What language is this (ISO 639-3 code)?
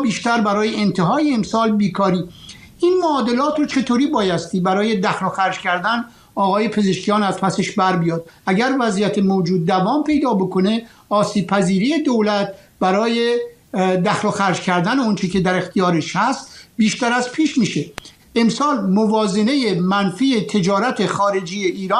fas